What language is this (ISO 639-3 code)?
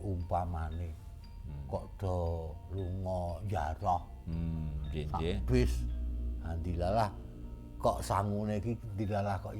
jav